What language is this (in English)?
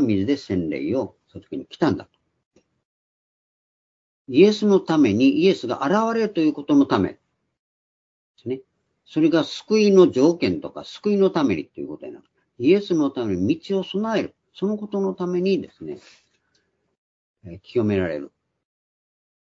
Japanese